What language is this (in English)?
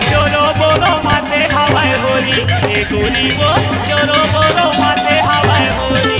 Chhattisgarhi